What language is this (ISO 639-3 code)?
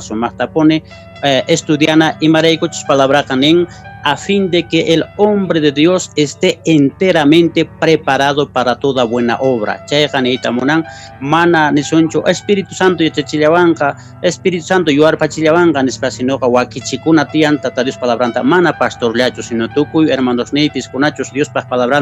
que